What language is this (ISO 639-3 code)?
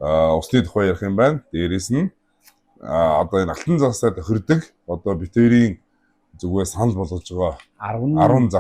mon